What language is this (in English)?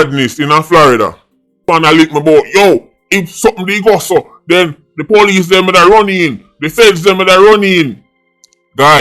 Jamaican Creole English